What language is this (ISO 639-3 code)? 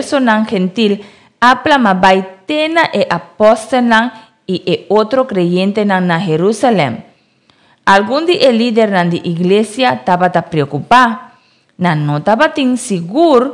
pap